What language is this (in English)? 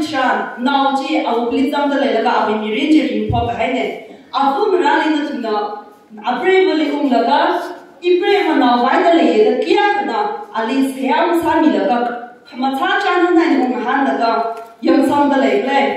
Tangkhul Naga (India)